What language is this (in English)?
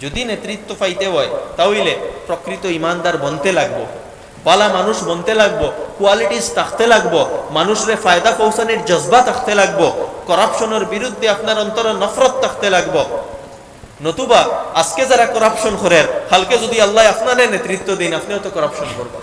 Sylheti